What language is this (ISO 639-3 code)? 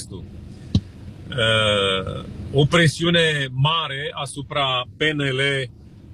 ron